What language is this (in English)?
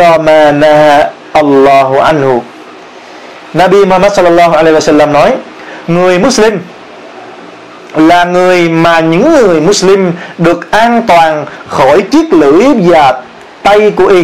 Vietnamese